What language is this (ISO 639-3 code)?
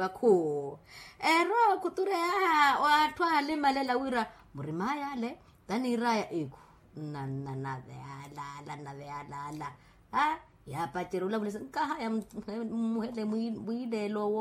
vmw